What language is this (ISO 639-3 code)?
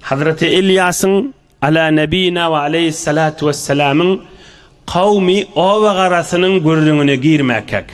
tuk